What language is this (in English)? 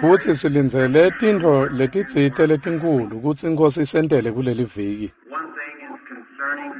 Swati